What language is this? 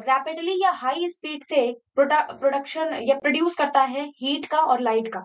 Hindi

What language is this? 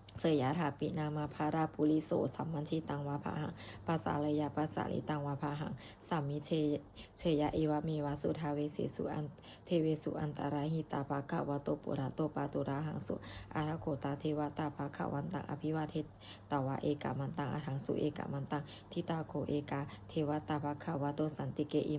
Pali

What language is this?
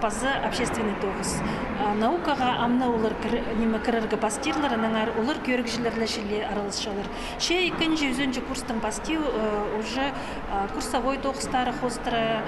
Khakas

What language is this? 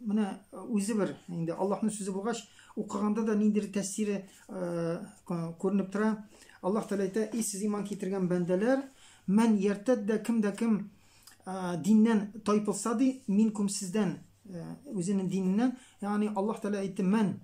Tatar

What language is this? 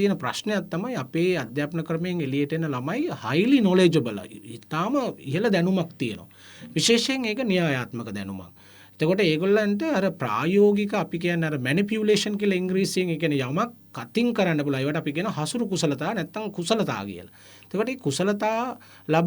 Sinhala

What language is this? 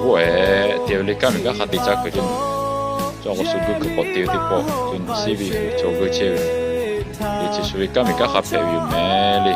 Lahu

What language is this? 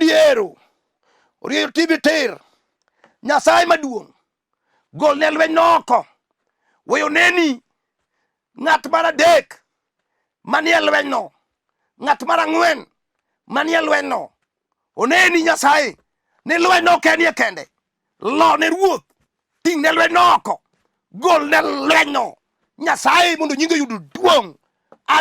Luo (Kenya and Tanzania)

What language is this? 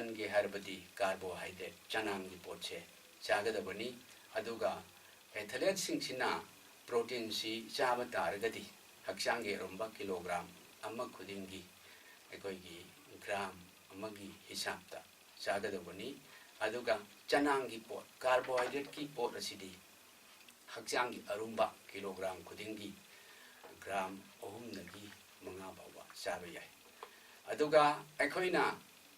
Manipuri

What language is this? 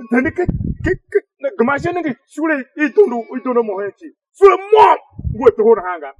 Tiv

